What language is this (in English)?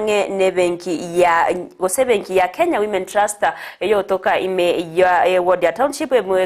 Gusii